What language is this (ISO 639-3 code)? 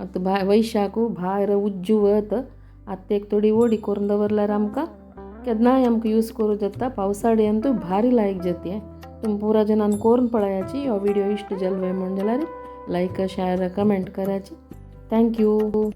kok